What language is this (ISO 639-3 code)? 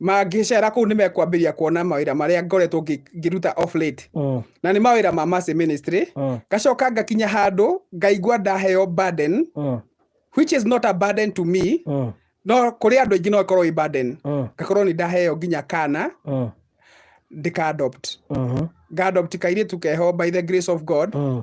kik